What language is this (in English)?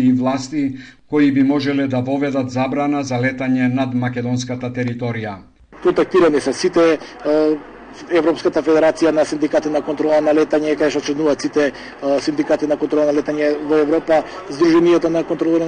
Macedonian